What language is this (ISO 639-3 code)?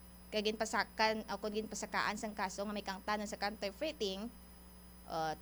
hil